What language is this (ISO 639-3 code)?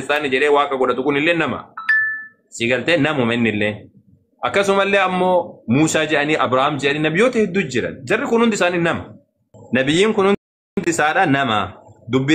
orm